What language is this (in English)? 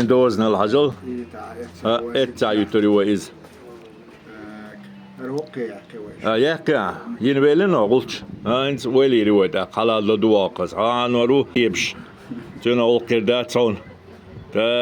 Chechen